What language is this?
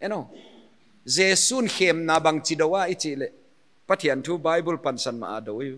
Paite Chin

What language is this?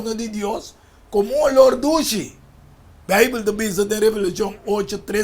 Papiamento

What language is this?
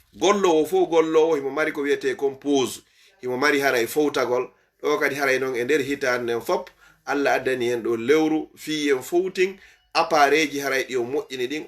Fula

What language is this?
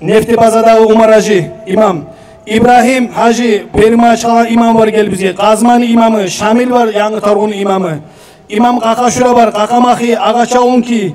Kumyk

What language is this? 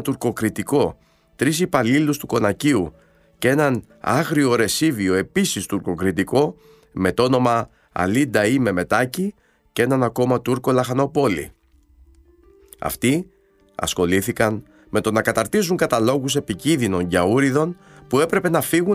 Greek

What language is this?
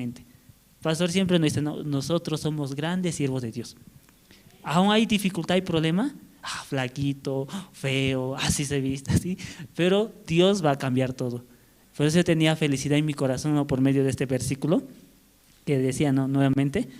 Aymara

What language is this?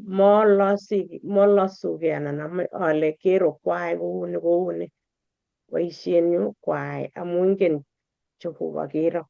Kalenjin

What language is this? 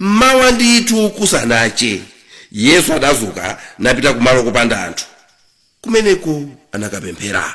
Nyanja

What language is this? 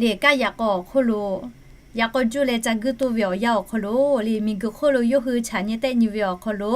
Lahu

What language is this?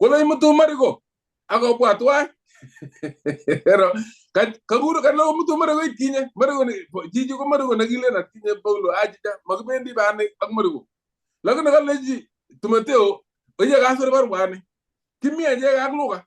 Kalenjin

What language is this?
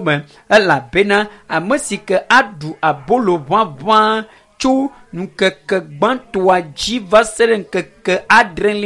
Ewe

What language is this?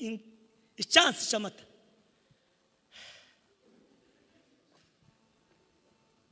Kinyarwanda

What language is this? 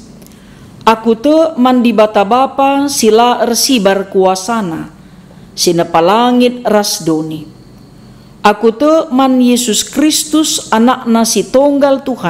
Batak Karo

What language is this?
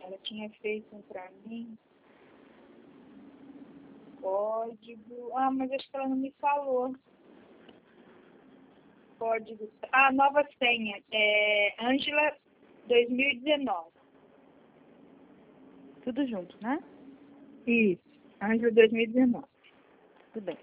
Portuguese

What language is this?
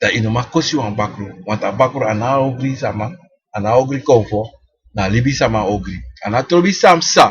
Sranan Tongo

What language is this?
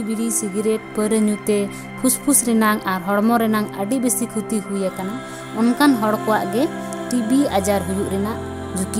Santali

